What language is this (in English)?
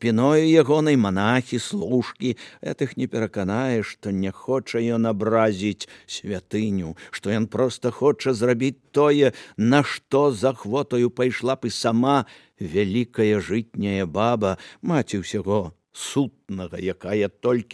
Belarusian